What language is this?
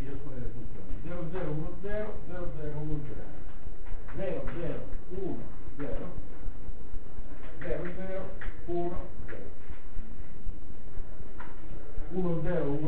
Italian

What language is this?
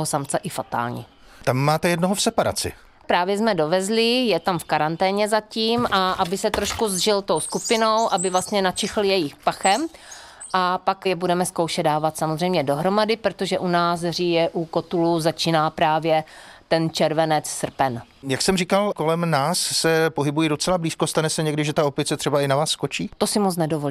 Czech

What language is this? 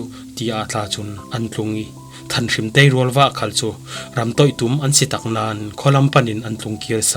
Falam Chin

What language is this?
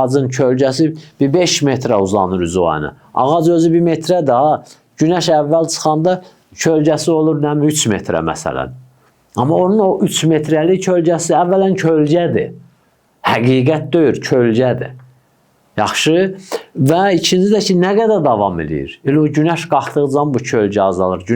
Azerbaijani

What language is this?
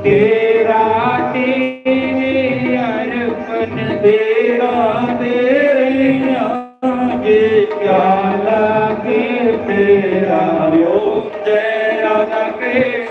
Dogri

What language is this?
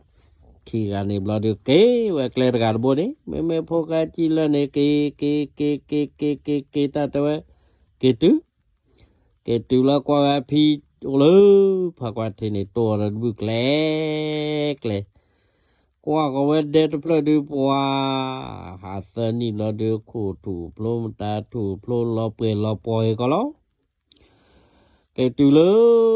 S'gaw Karen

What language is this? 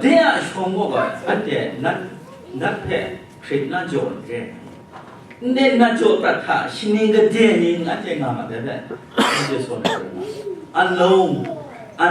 Kachin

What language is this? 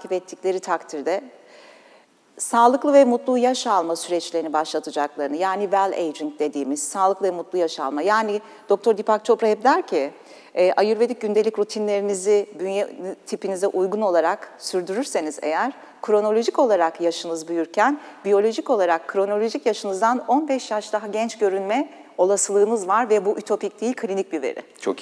Turkish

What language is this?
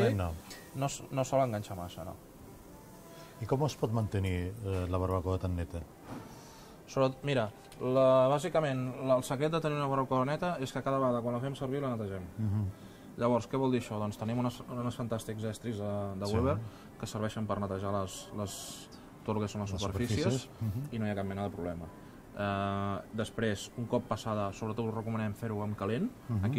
Catalan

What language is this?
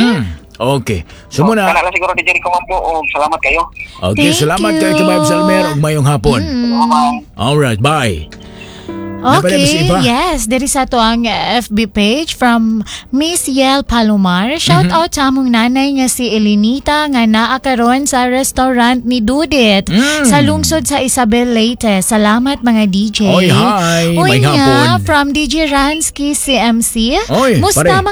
Cebuano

